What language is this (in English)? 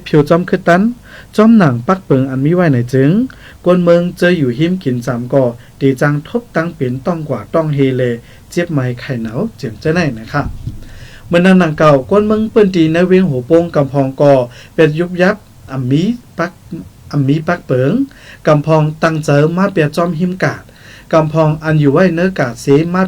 Shan